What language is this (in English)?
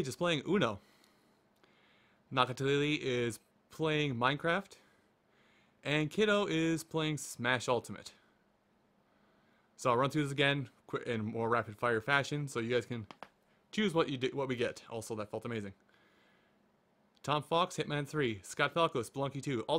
English